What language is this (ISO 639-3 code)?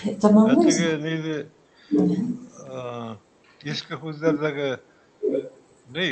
bak